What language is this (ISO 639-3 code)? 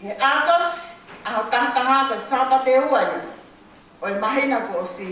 ton